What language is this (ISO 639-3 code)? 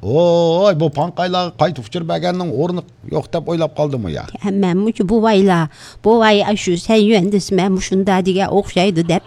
uig